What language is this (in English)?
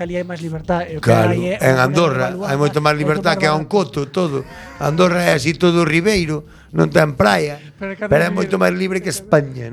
Galician